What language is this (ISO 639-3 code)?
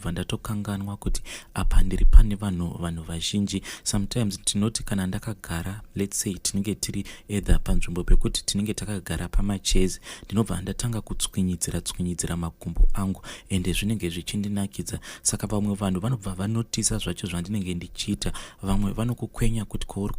sna